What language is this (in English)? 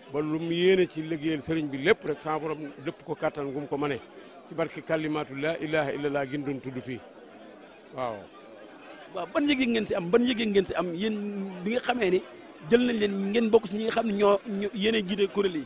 Wolof